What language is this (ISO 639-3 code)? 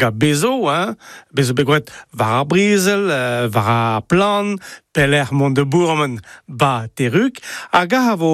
bre